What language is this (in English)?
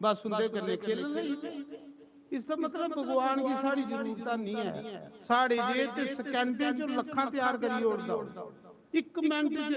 Dogri